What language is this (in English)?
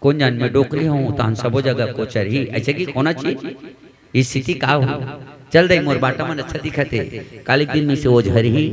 Chhattisgarhi